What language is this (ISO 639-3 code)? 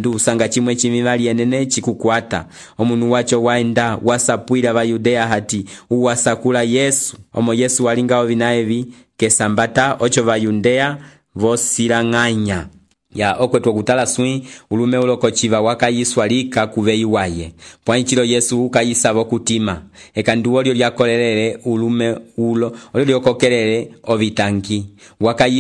umb